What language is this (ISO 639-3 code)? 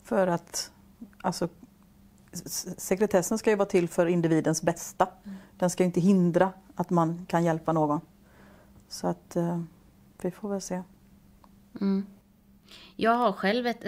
swe